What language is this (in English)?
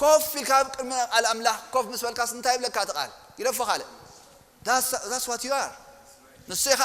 Tigrinya